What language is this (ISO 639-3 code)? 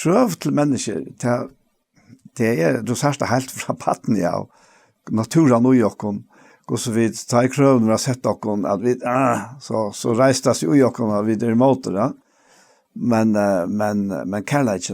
fao